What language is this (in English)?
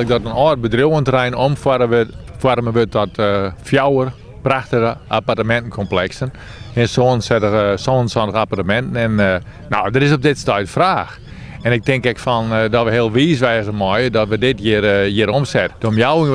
Western Frisian